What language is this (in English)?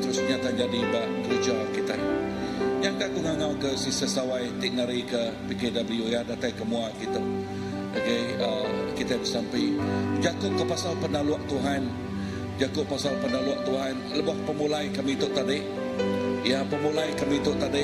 Iban